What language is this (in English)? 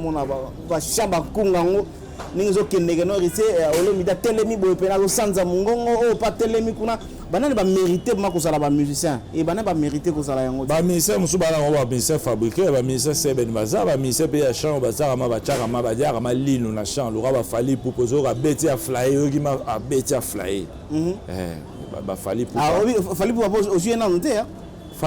Lingala